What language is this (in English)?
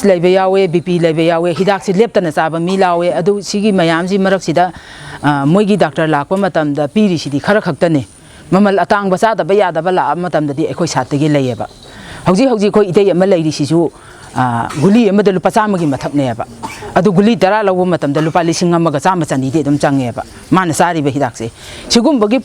Manipuri